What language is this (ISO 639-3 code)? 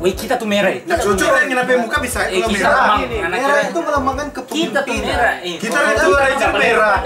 xmm